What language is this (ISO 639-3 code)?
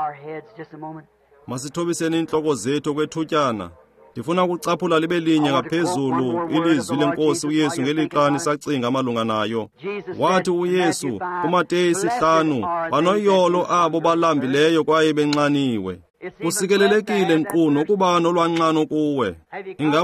xho